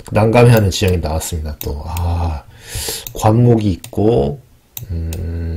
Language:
Korean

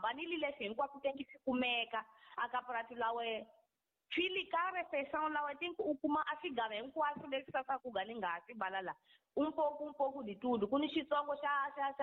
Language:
Tsonga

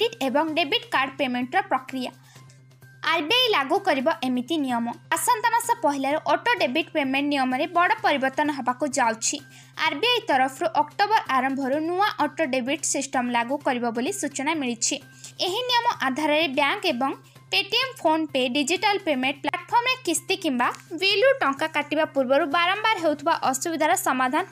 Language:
Odia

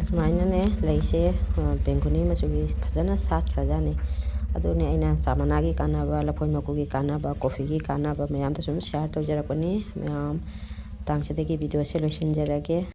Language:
Manipuri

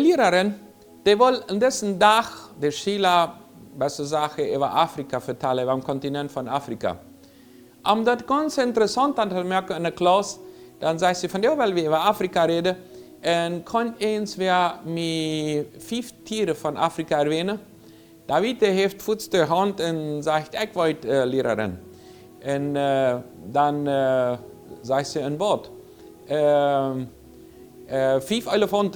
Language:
Plautdietsch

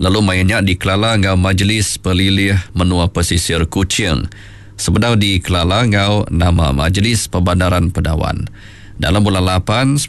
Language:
Iban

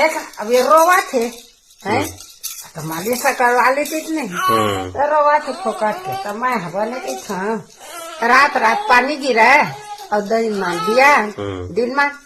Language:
Chhattisgarhi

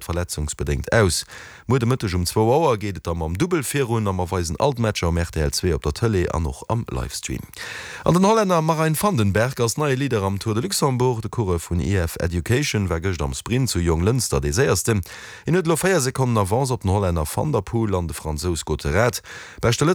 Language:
Luxembourgish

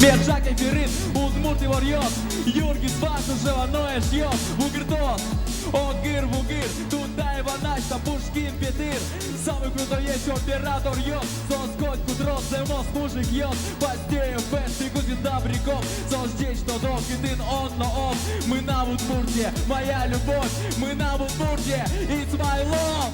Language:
Udmurt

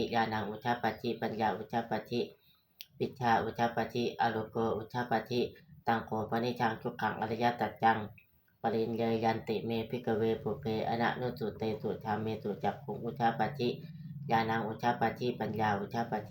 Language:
Pali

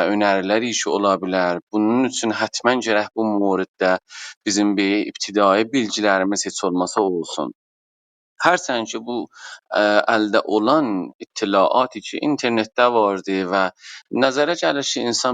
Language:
South Azerbaijani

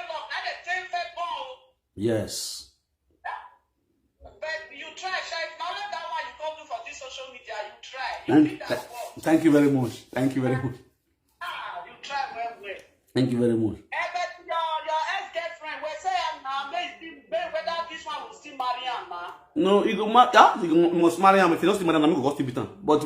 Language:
Nigerian Pidgin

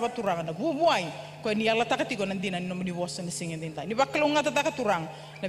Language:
Fijian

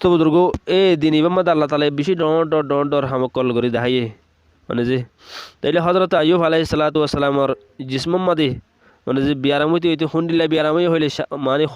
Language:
Rohingya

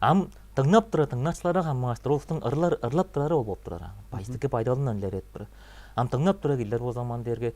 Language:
Tuvinian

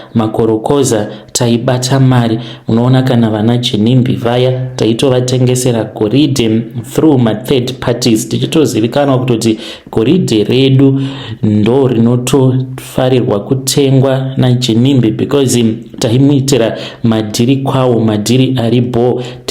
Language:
Shona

